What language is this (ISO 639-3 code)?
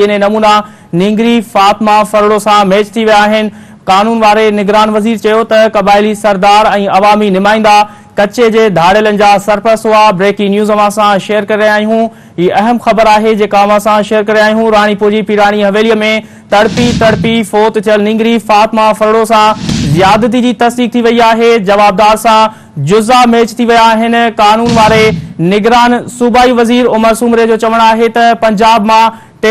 snd